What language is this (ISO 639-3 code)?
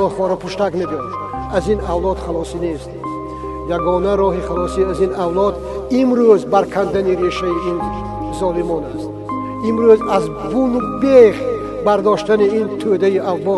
tgk